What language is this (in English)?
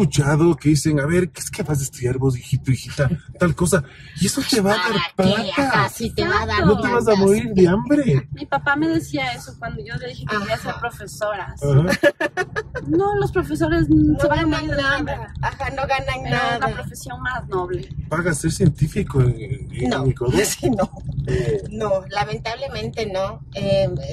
Spanish